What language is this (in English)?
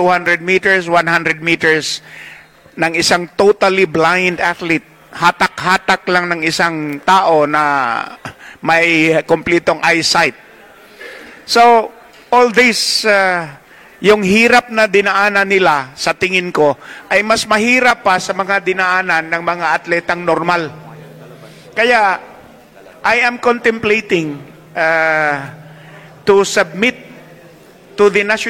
Filipino